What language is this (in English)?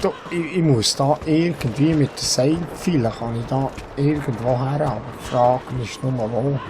Swiss German